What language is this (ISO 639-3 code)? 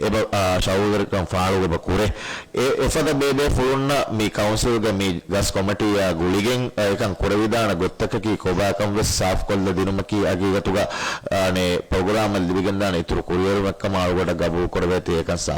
div